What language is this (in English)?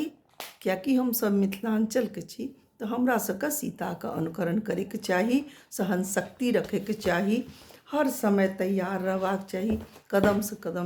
Maithili